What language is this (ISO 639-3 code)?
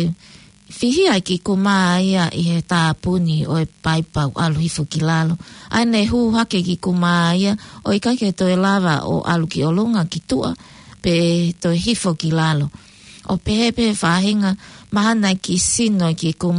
ton